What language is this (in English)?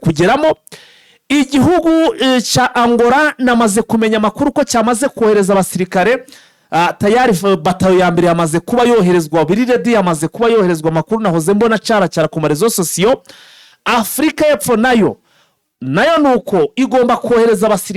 Kinyarwanda